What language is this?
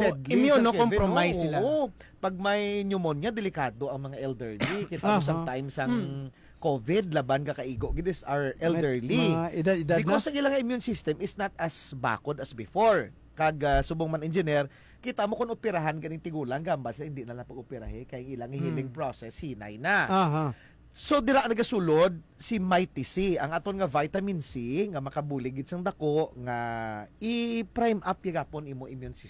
Hiligaynon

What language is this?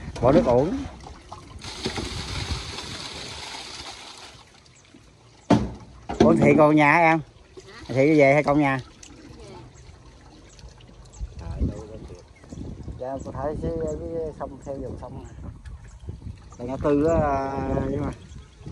Vietnamese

